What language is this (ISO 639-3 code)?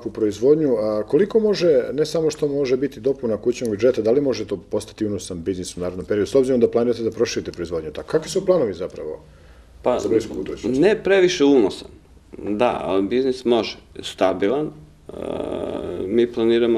srp